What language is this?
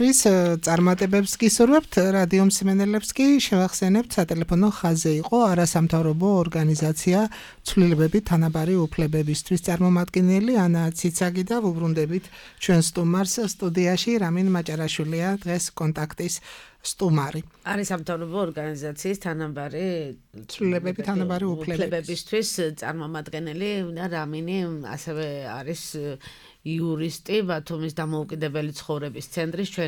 Georgian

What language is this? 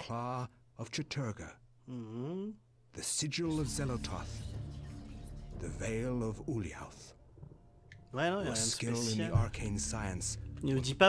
French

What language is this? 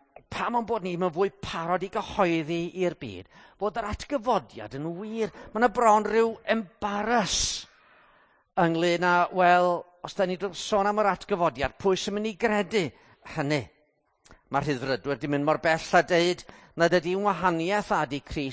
Welsh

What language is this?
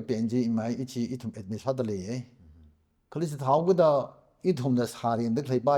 Tangkhul Naga (India)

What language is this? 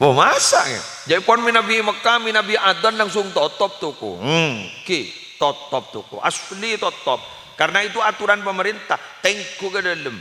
Madurese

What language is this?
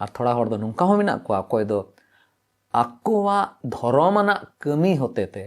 Santali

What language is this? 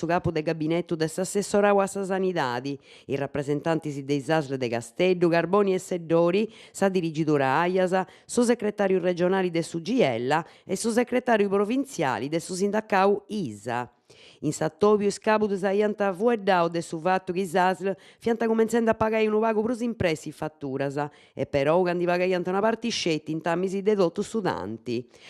Sardinian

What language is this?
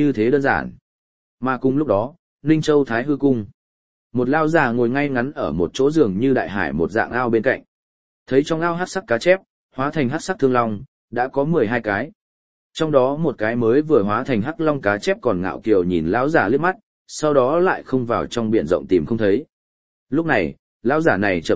Vietnamese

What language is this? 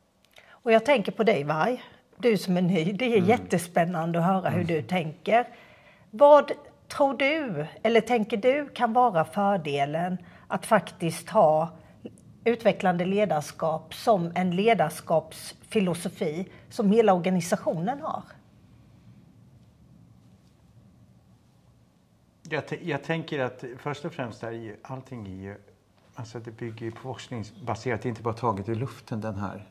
Swedish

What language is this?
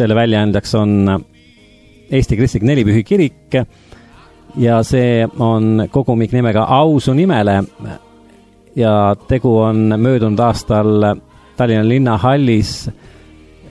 Estonian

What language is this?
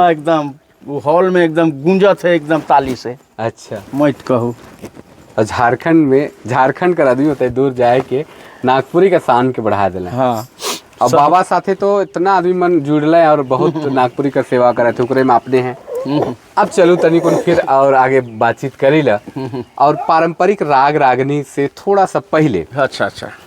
Sadri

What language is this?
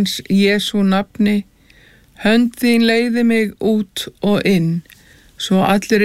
Icelandic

